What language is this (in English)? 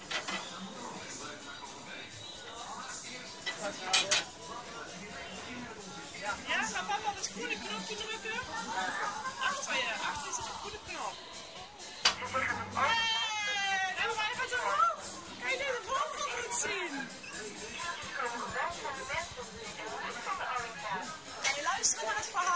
Dutch